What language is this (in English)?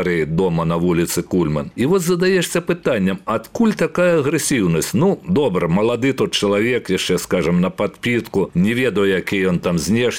Belarusian